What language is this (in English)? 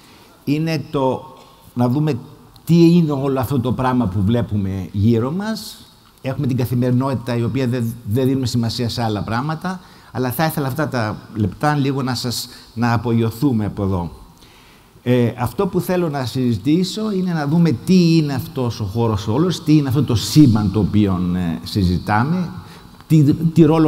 Greek